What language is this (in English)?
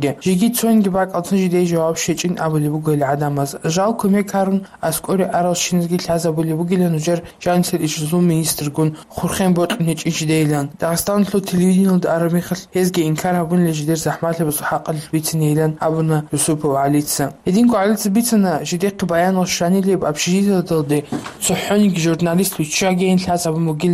Avaric